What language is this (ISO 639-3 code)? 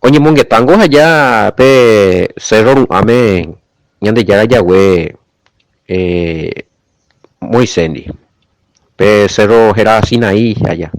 grn